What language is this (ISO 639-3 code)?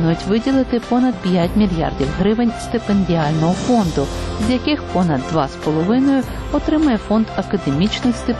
ukr